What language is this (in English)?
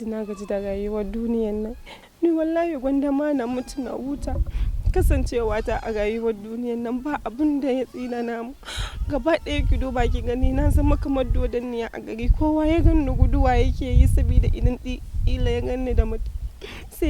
Hausa